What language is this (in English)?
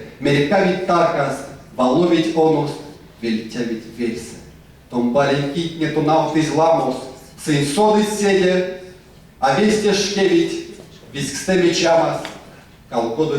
Erzya